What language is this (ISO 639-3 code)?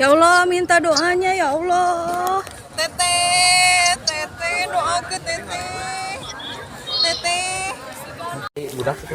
sun